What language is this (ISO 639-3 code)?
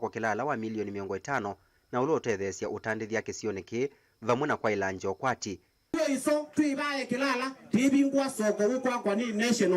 kam